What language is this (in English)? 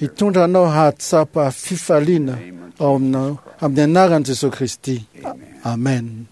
Malagasy